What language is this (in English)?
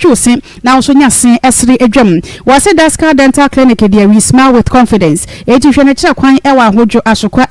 Akan